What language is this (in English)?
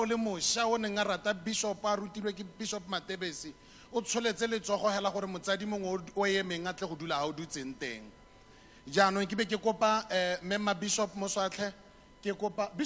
Tswana